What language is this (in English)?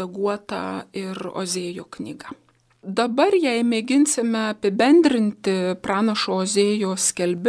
Lithuanian